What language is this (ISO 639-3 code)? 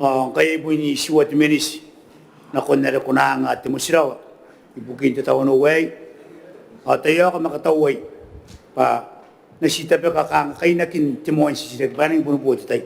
gil